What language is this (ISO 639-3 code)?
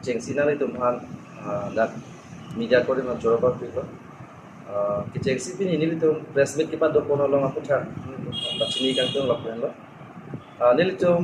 mjw